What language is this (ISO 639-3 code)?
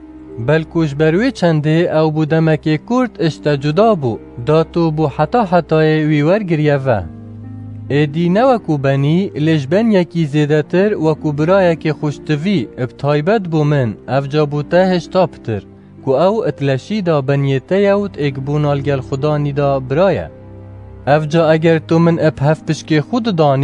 kur